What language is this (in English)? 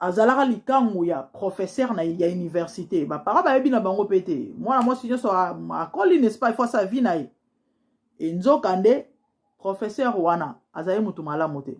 Lingala